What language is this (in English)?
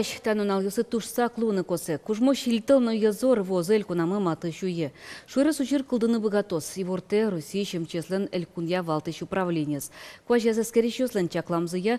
Udmurt